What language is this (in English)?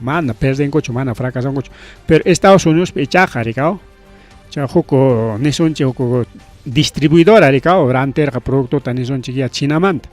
Ayacucho Quechua